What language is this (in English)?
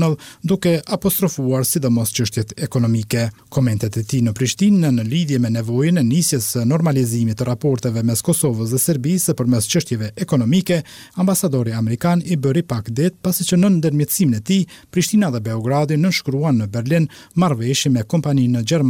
Albanian